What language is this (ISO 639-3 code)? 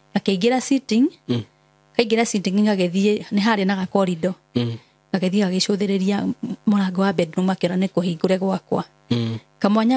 kik